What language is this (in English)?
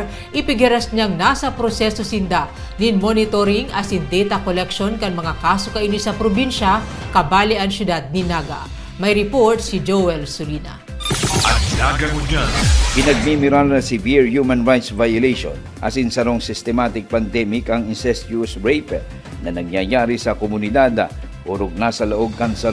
Bikol